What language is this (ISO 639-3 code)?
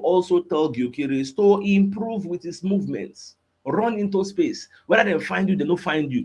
pcm